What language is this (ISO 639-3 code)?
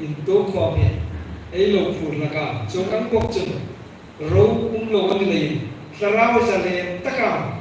hmr